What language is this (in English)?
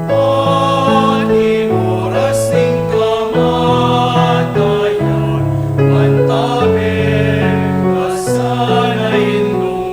Pampanga